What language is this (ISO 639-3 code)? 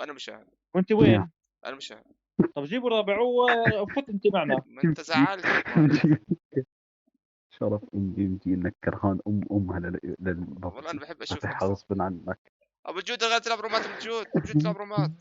apc